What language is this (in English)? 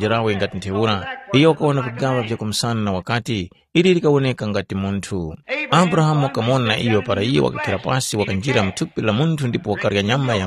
Tumbuka